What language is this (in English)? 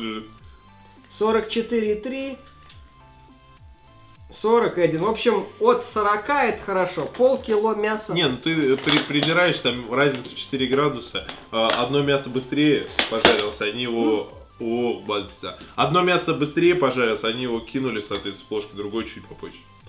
Russian